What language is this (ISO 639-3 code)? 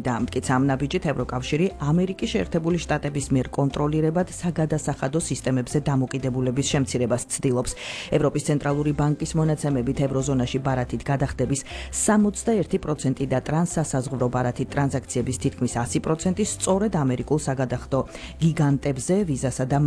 kat